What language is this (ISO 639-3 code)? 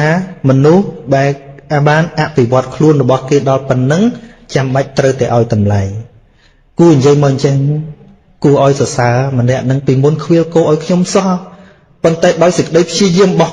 khm